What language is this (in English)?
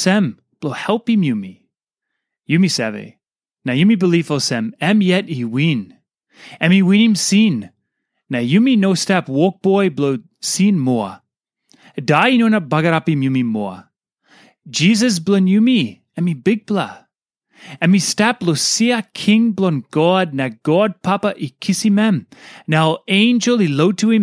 Tok Pisin